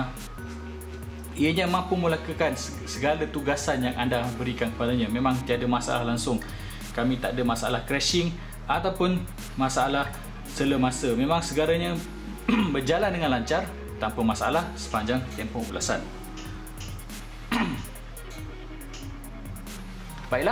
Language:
Malay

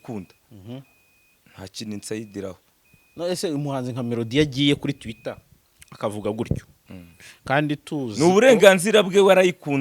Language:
Kinyarwanda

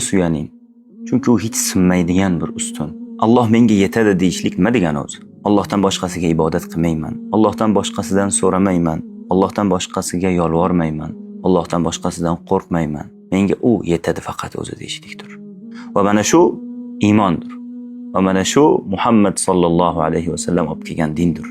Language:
Uzbek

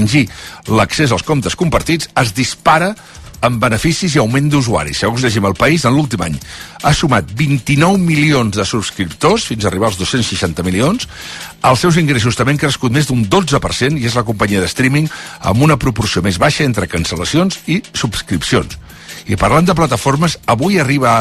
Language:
Catalan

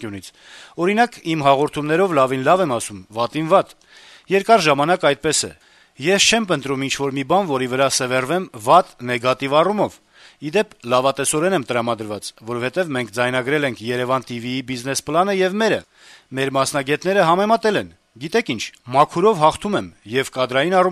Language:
Armenian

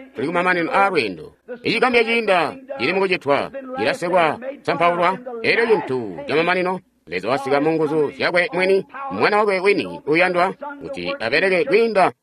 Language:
Tonga (Zambia)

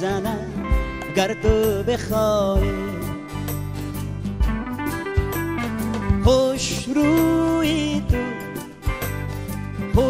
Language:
Persian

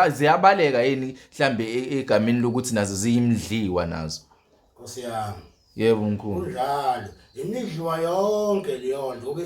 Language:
Zulu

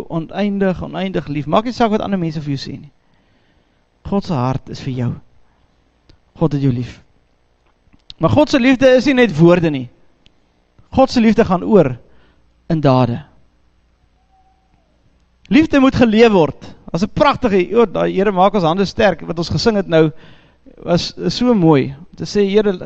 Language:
Afrikaans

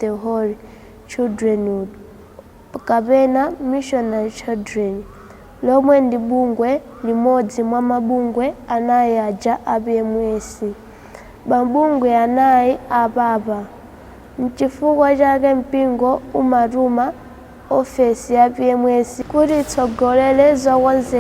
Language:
Nyanja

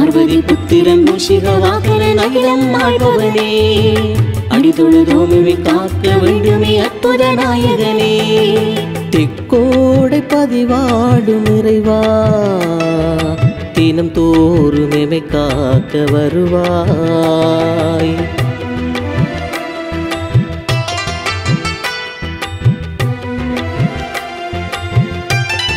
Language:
Tamil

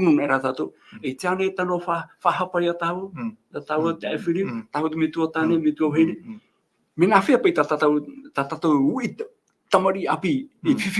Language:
Tahitian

